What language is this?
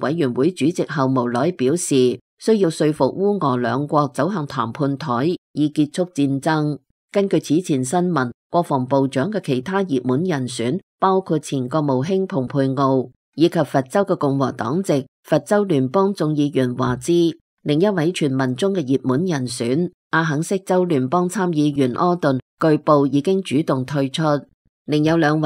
Cantonese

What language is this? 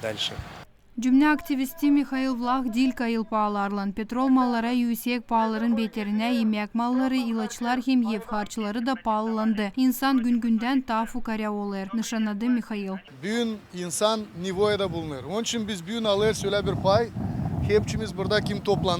Gagauz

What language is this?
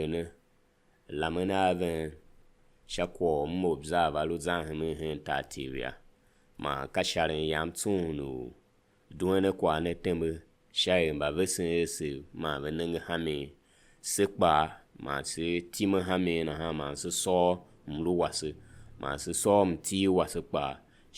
Tiv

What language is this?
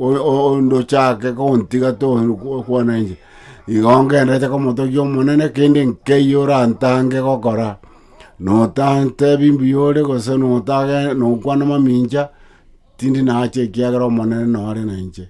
Gusii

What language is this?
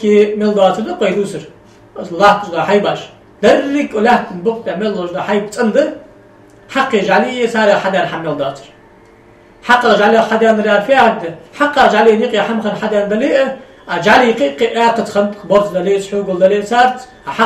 Ingush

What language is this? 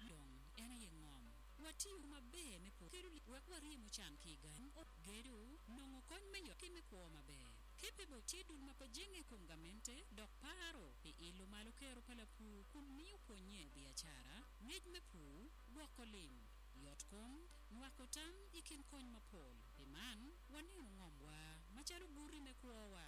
Acoli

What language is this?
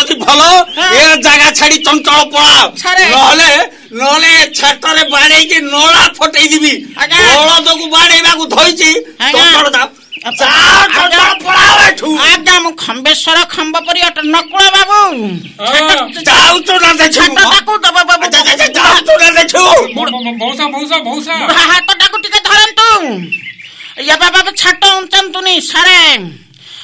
Odia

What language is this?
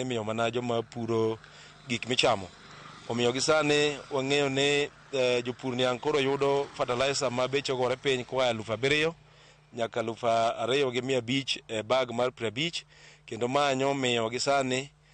Luo (Kenya and Tanzania)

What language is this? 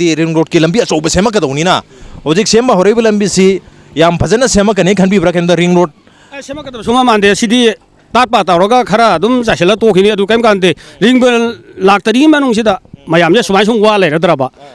Manipuri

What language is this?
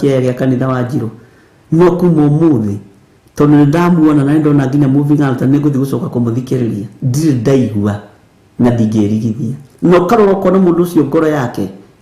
Kikuyu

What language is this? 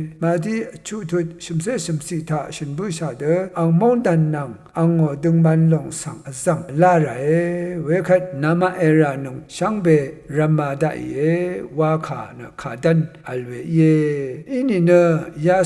Rawang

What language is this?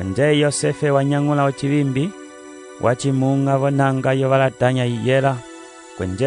Umbundu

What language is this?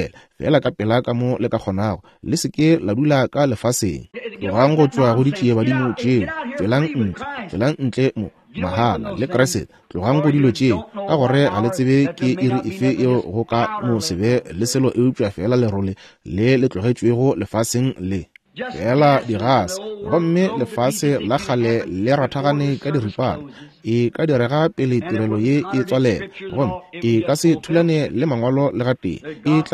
Northern Sotho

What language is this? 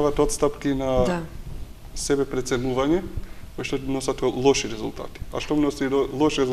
Macedonian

